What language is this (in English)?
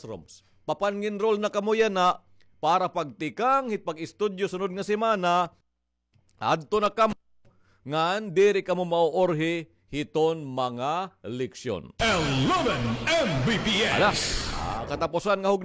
Waray